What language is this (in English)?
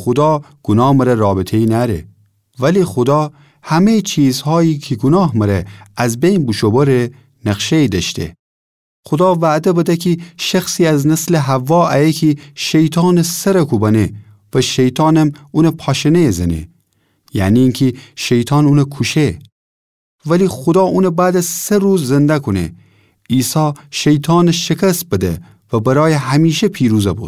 Gilaki